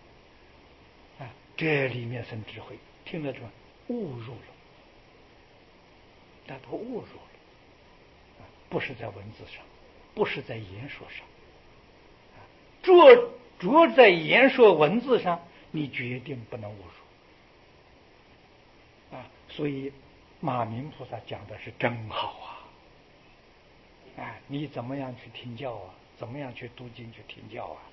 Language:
Chinese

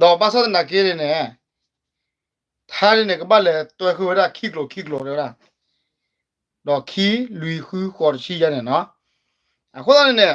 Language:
S'gaw Karen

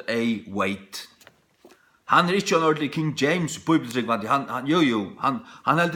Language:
Faroese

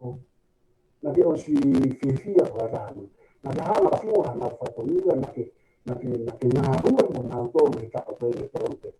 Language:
Tongan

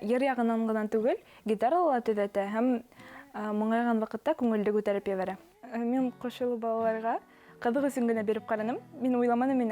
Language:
Bashkir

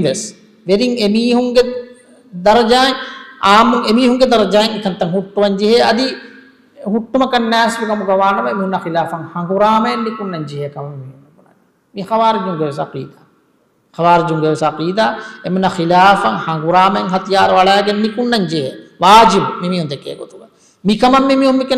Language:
Divehi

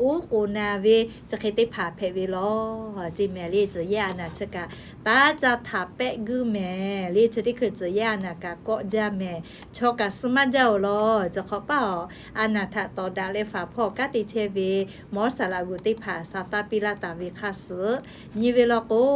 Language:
Lahu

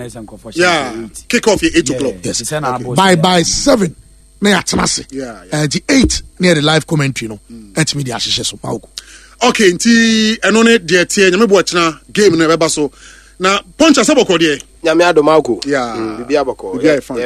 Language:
Akan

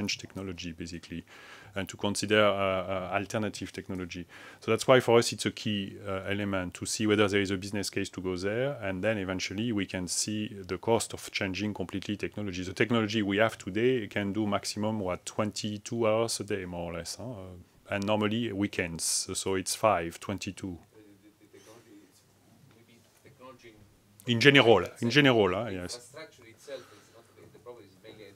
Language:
English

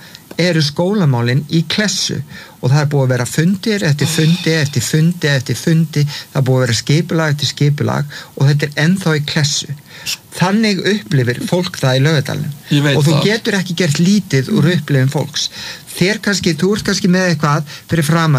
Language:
Icelandic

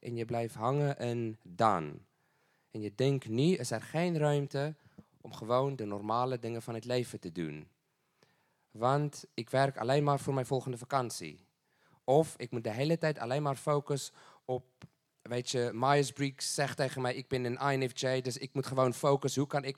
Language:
Dutch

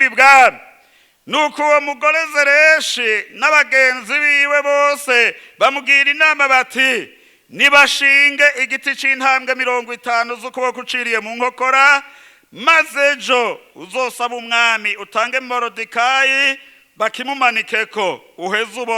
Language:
Rundi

